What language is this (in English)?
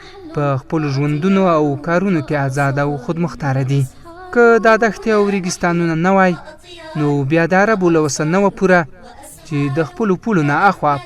Pashto